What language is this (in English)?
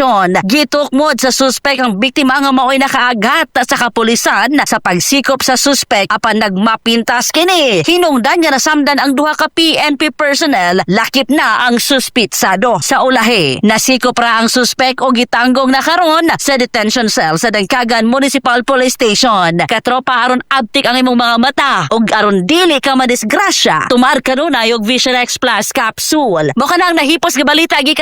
Cebuano